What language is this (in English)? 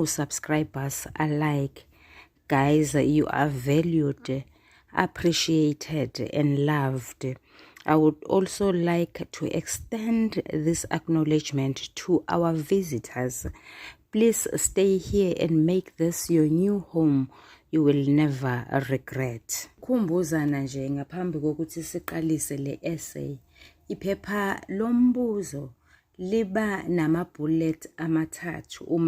Zulu